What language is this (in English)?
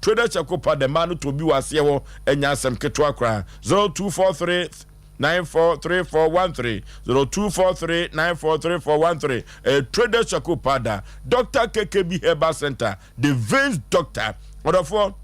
Akan